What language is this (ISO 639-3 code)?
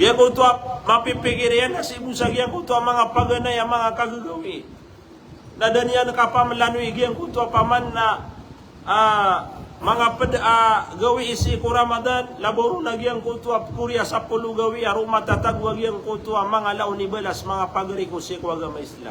mrw